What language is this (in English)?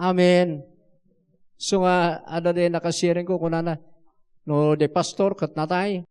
Iloko